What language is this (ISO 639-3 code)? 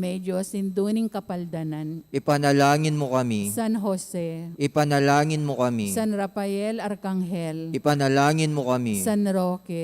pam